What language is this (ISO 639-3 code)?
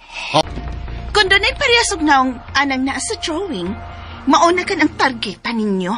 ceb